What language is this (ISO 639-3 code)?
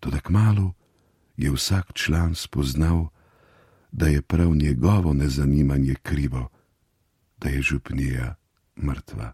slv